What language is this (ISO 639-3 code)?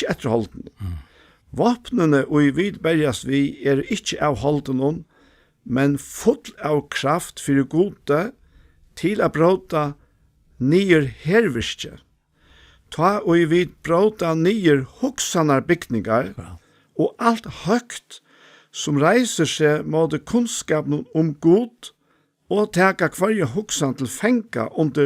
fao